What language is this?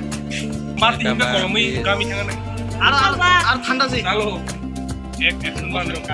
Kok Borok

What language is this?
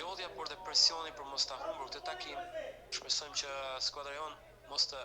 Albanian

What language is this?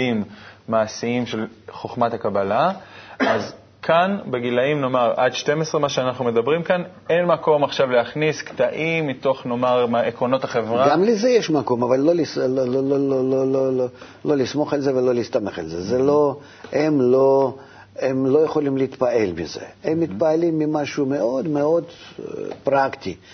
Hebrew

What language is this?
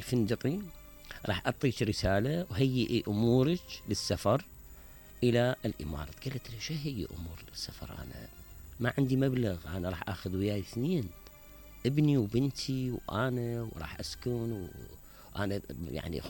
Mesopotamian Arabic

